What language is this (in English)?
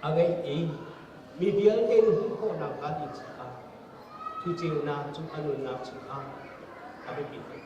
Hakha Chin